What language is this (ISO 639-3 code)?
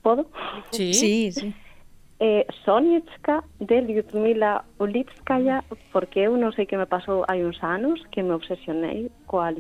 glg